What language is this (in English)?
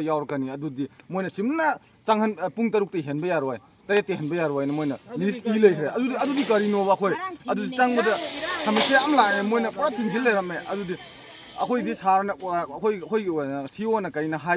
Manipuri